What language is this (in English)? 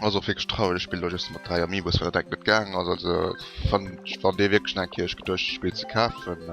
Luxembourgish